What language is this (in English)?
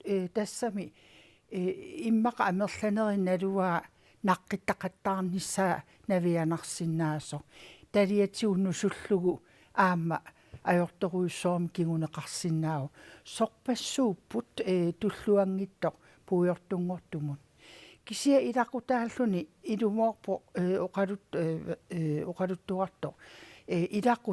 Kalaallisut